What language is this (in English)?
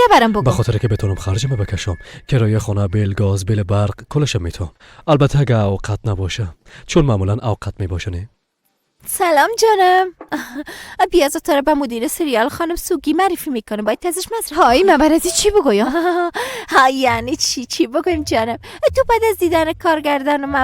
Persian